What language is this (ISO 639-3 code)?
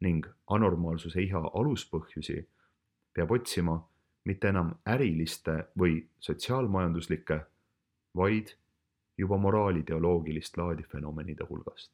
est